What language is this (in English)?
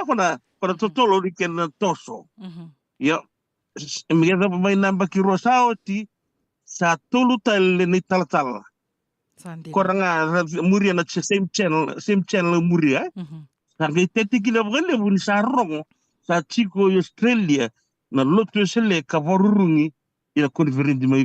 Fijian